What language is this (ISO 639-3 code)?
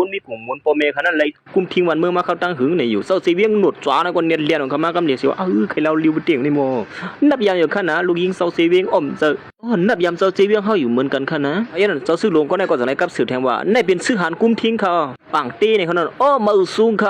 shn